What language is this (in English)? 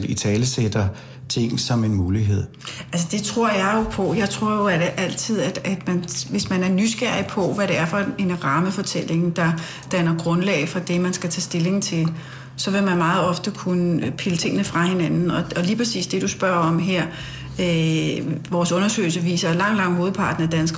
Danish